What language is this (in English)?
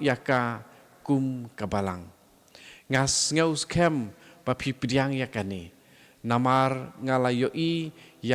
Khasi